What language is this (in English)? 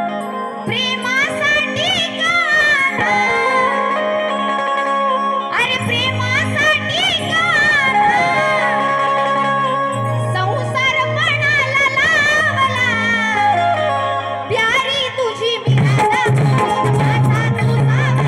Marathi